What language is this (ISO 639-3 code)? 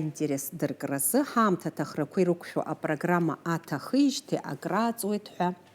abk